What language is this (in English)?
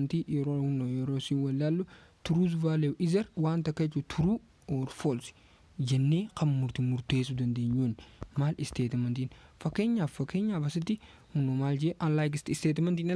Oromo